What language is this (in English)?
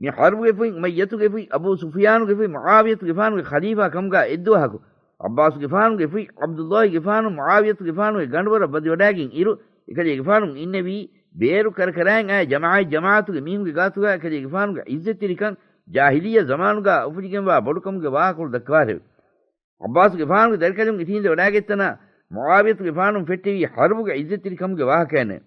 Divehi